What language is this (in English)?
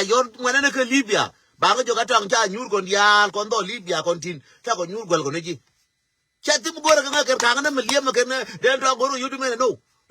Nuer